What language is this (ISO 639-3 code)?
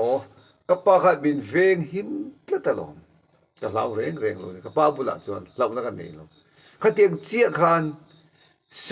lus